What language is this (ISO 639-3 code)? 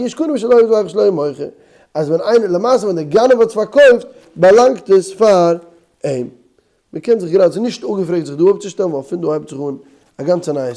yid